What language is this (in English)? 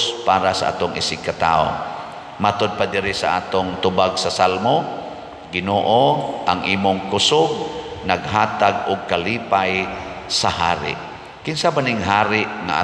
Cebuano